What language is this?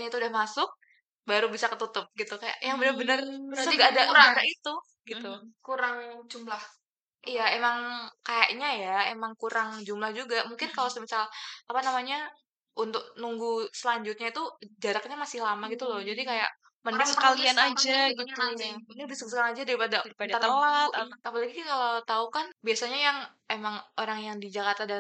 Indonesian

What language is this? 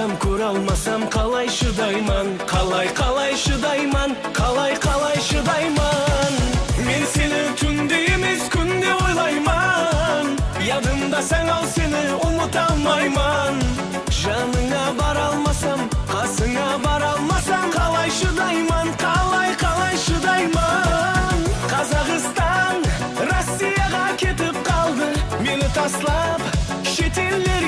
Kara-Kalpak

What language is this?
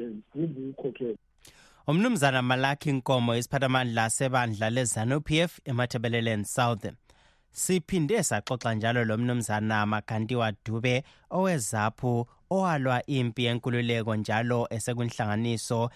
North Ndebele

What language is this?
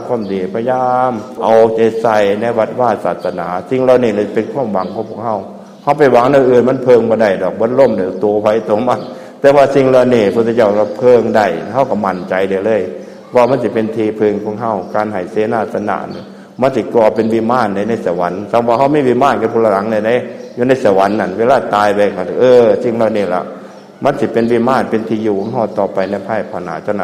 Northeastern Thai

